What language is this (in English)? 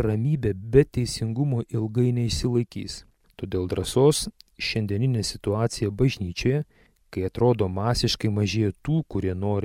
Lithuanian